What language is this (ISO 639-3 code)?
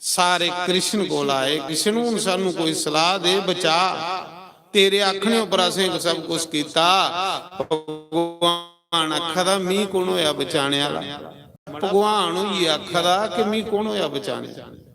doi